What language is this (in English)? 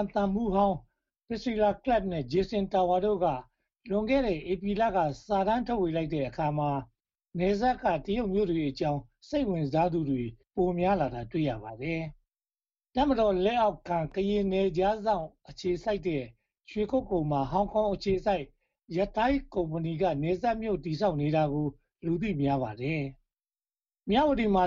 Burmese